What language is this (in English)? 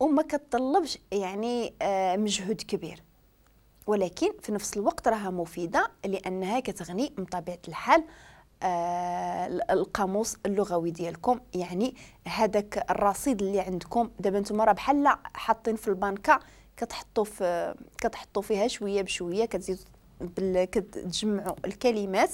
Moroccan Arabic